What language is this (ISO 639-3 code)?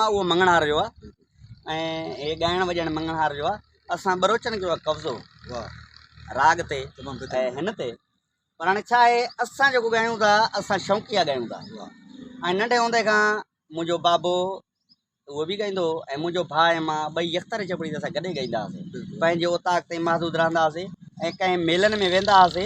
snd